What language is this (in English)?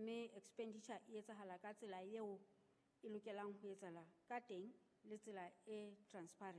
Southern Sotho